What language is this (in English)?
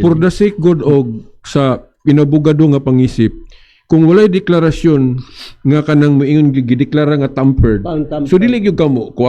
Cebuano